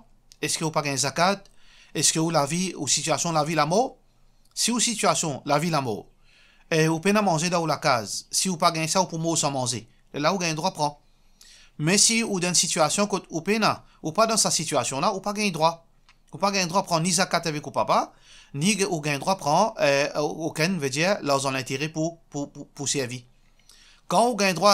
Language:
Morisyen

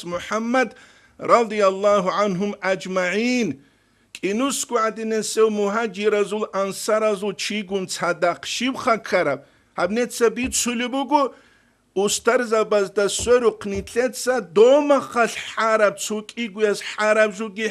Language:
Avaric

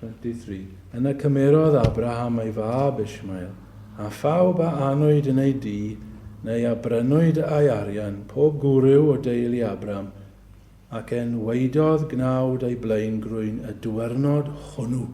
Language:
Welsh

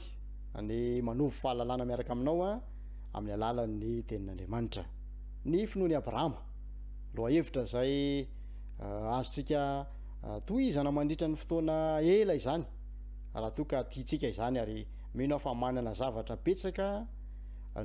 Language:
Malagasy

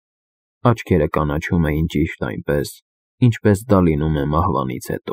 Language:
Armenian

